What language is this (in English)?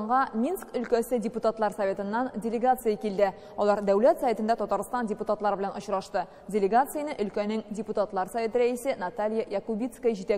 Tatar